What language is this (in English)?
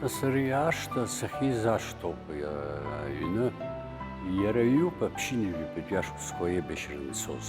Abkhazian